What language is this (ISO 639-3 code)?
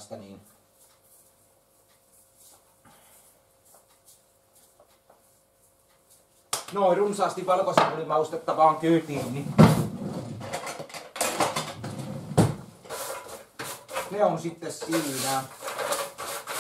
fin